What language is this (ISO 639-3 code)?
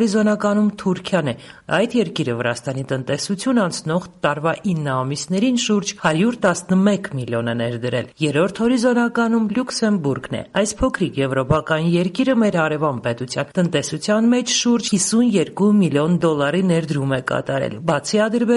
hye